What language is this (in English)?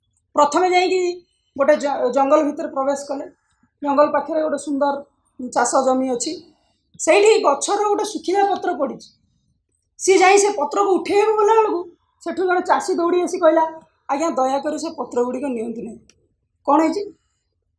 Odia